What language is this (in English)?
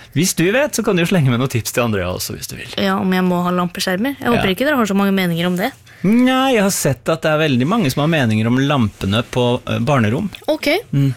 Norwegian